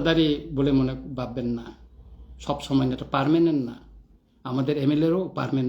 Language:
Kok Borok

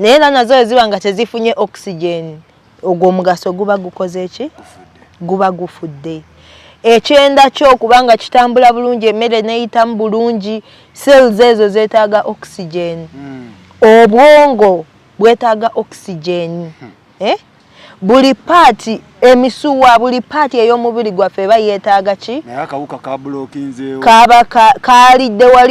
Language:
Ganda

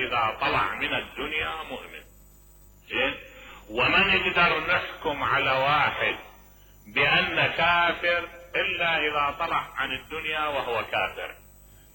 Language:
Mesopotamian Arabic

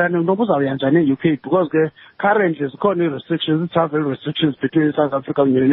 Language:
Xhosa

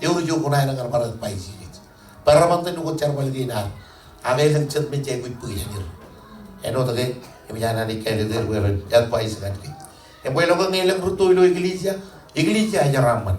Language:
Marshallese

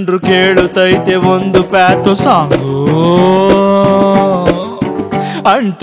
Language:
Kannada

